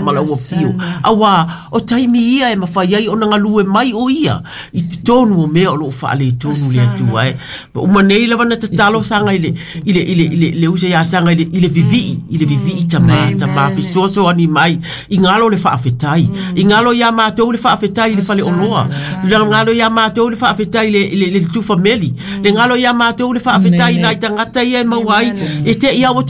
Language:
Samoan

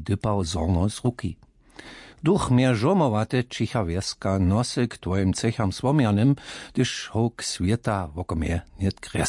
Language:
Upper Sorbian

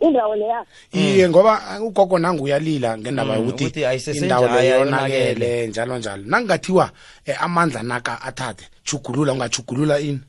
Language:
South Ndebele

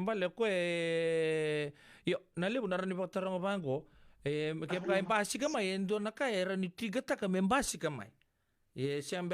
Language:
Fijian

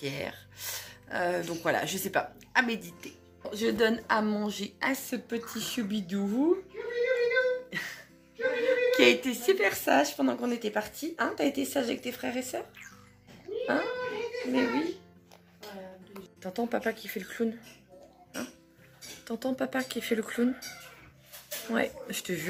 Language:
French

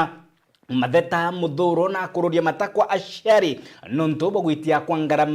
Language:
Meru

